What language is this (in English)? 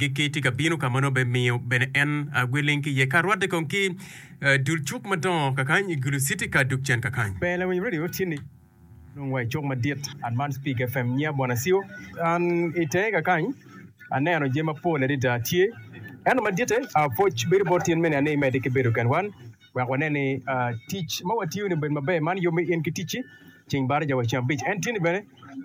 Acoli